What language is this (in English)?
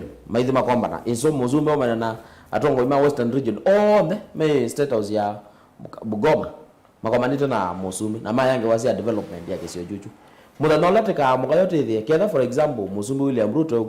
Kamba